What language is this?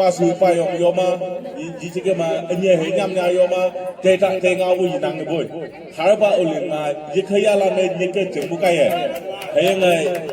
Naga Pidgin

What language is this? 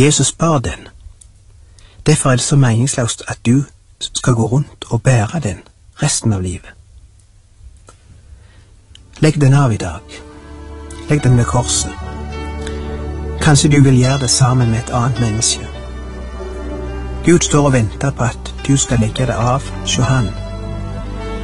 Norwegian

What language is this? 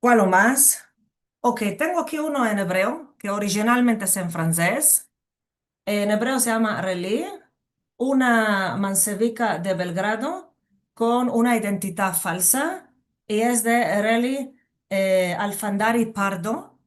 Ladino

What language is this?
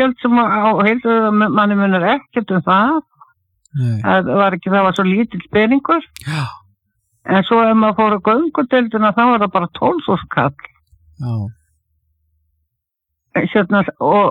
Icelandic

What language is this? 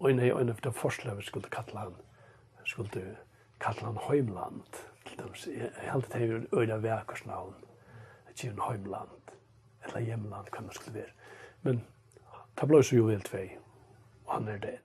Faroese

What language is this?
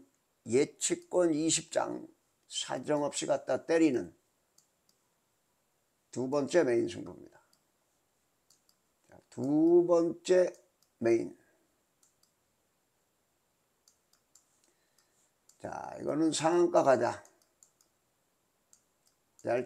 Korean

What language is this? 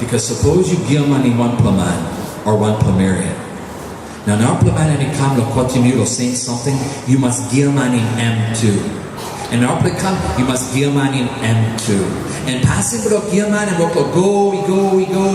Tok Pisin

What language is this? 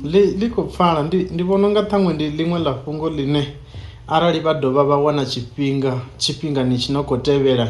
Venda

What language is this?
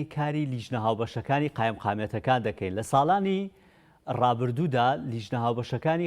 Central Kurdish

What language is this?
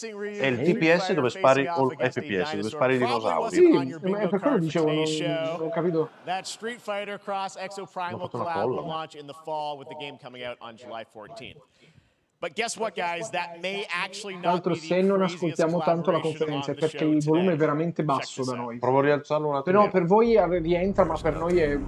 Italian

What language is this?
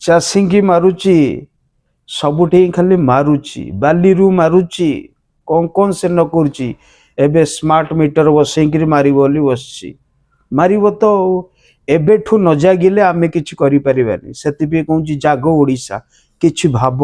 Odia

